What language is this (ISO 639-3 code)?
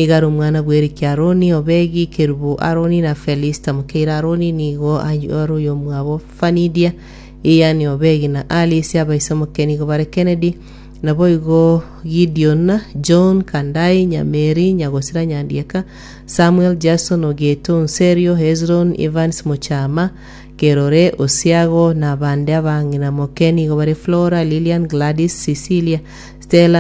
guz